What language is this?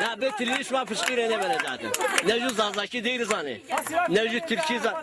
Zaza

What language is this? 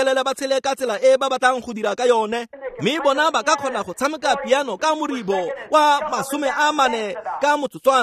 Tswana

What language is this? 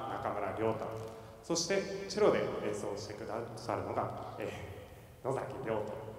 Japanese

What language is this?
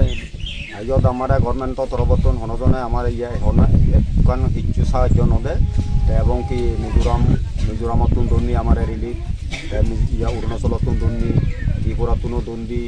Chakma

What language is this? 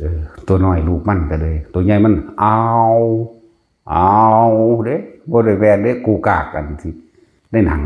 Northeastern Thai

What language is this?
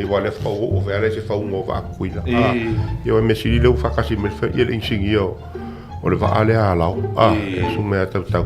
Samoan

